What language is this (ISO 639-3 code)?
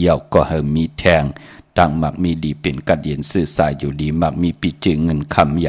shn